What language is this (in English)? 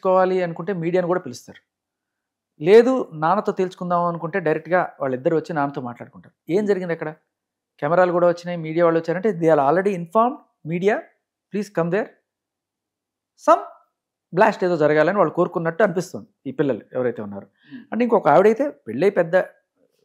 Telugu